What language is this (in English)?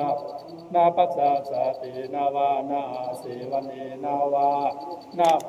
Pali